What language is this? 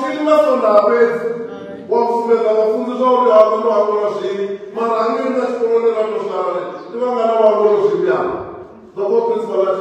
Venda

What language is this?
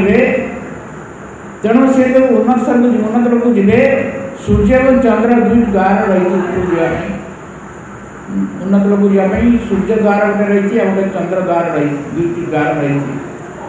Odia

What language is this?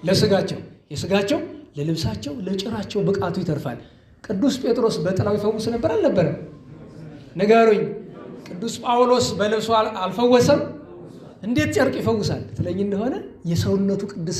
Amharic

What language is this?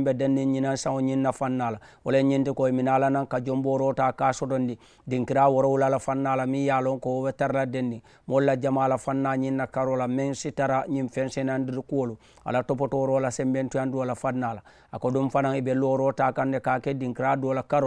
Mandingo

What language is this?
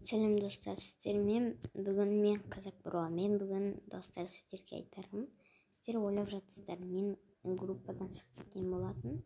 Kazakh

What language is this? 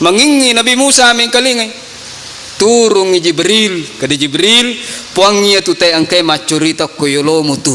Buginese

